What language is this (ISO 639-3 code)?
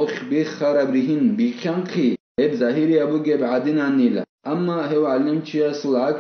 ava